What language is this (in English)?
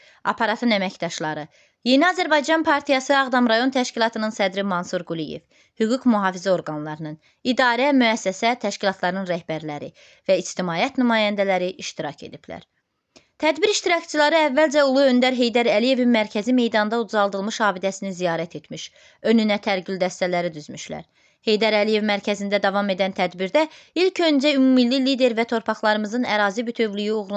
Azerbaijani